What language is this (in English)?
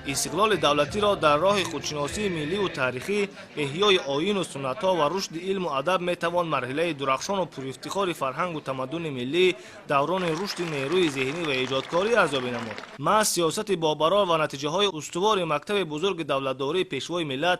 Tajik